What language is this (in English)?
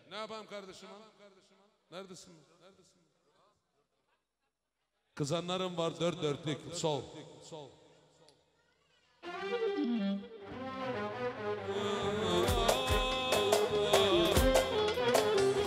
Turkish